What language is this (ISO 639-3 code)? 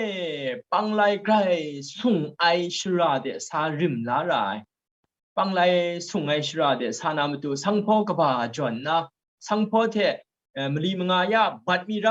kac